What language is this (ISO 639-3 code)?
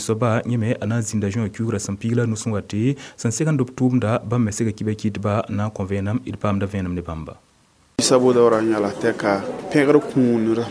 mos